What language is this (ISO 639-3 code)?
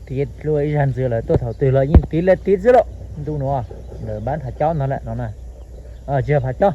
hmn